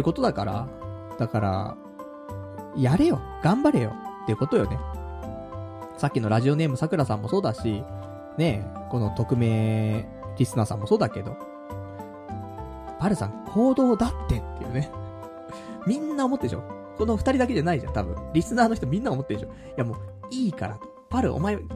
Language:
Japanese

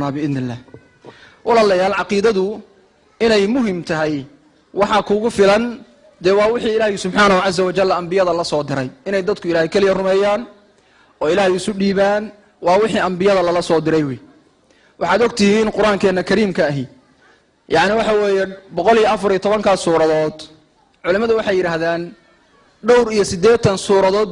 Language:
Somali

